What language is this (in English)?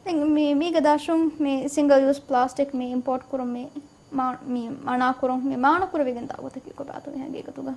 Divehi